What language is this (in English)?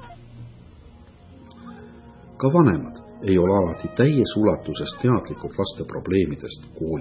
Estonian